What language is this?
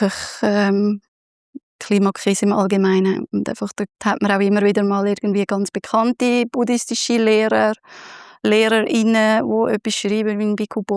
Swiss German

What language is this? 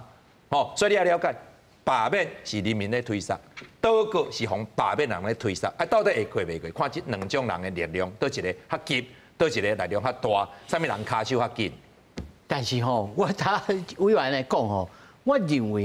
Min Nan Chinese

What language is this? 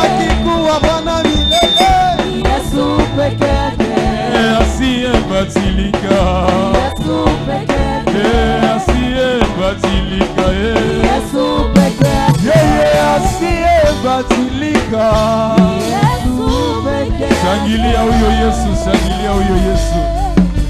Swahili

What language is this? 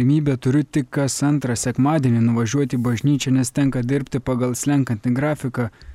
Lithuanian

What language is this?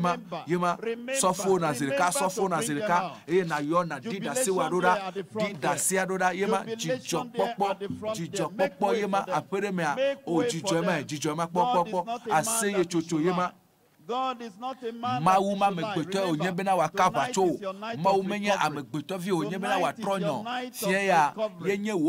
Ewe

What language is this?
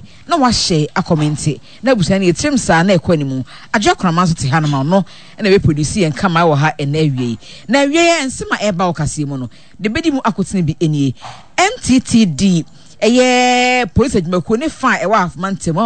Akan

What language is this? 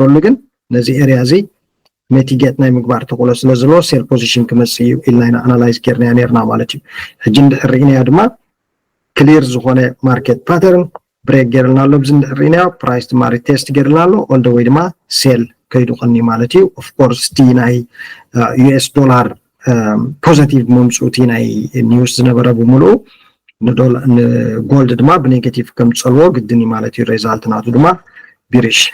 Tigrinya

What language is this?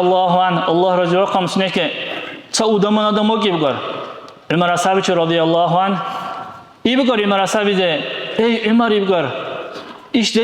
Dargwa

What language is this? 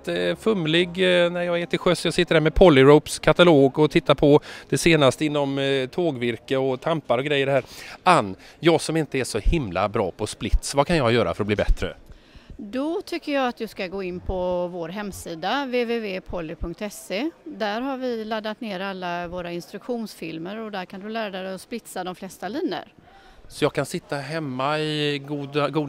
Swedish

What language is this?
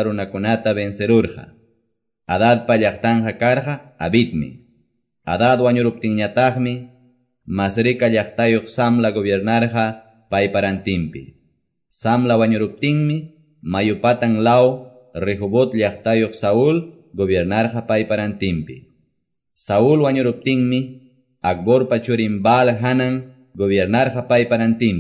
Quechua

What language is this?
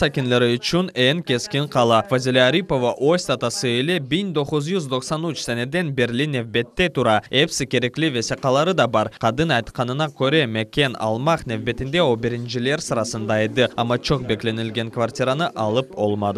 Crimean Tatar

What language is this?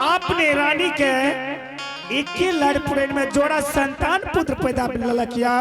Angika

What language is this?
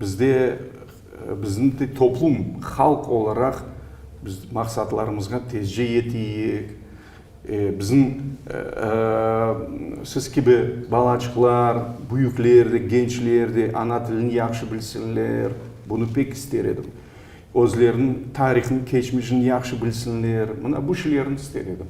Crimean Tatar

